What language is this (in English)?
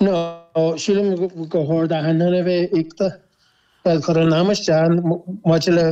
Irish